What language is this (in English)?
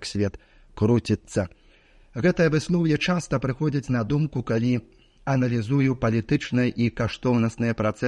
Belarusian